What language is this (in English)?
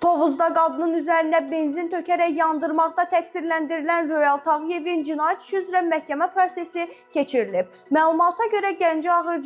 Azerbaijani